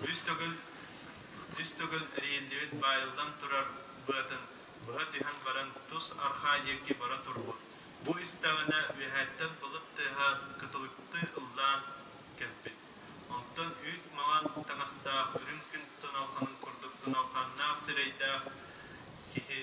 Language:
Yakut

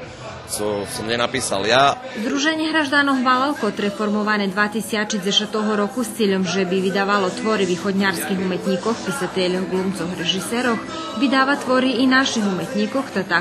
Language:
Rusyn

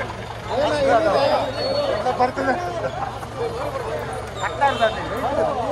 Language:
Telugu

